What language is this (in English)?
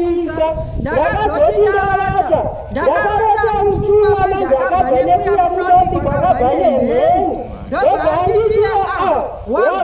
Shona